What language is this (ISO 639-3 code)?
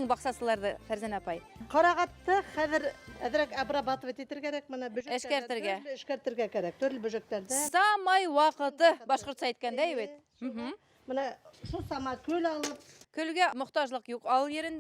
bak